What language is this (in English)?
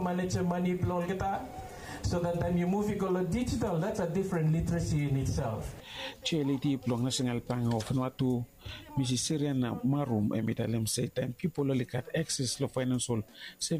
Bislama